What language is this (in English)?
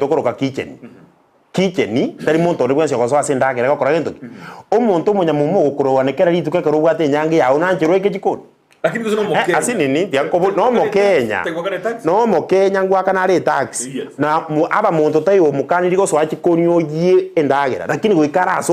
Gusii